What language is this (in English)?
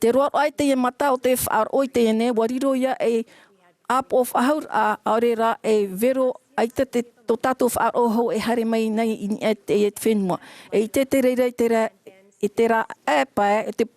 Tahitian